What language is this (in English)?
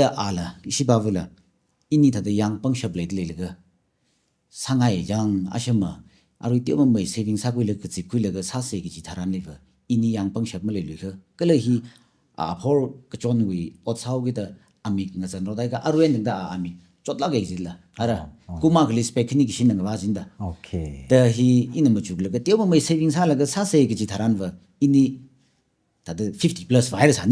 Tangkhul Naga (India)